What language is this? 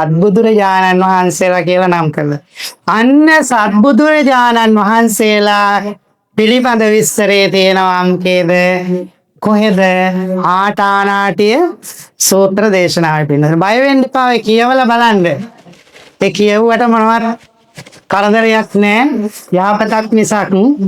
Sinhala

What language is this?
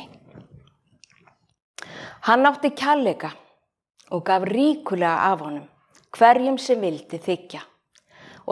Icelandic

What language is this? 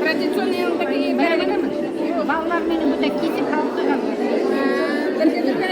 Bashkir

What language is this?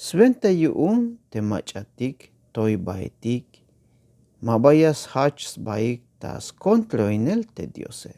Tzeltal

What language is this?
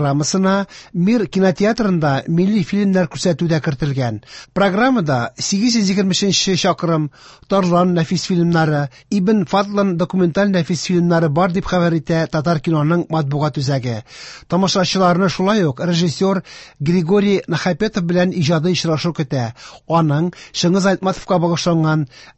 Tatar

